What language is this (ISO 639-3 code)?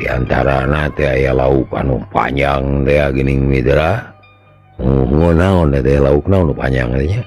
sun